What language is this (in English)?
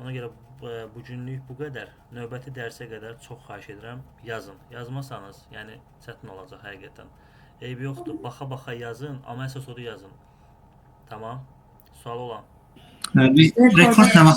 Azerbaijani